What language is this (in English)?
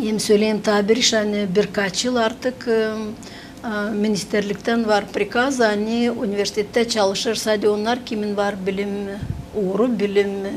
Gagauz